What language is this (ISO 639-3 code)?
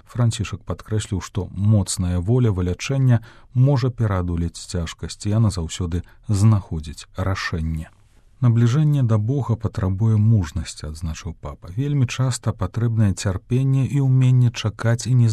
bel